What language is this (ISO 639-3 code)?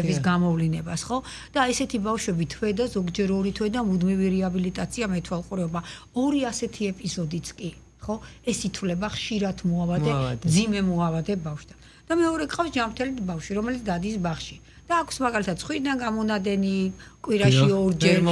kat